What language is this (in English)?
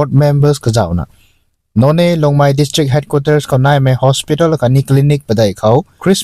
Rongmei Naga